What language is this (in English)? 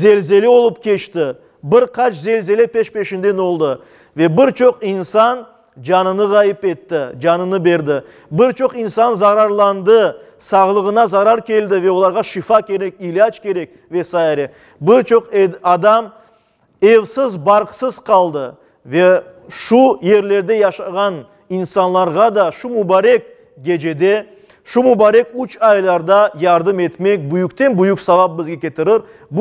Crimean Tatar